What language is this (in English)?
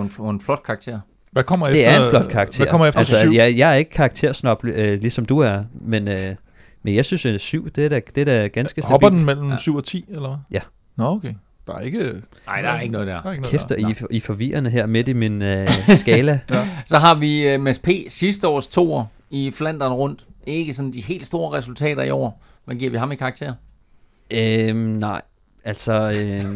Danish